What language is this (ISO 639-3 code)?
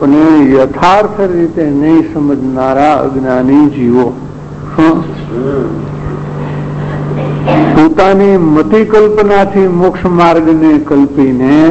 guj